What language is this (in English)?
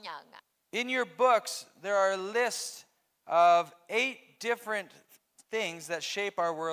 Akha